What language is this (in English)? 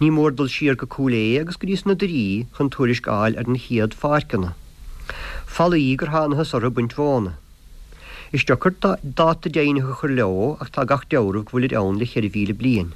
Irish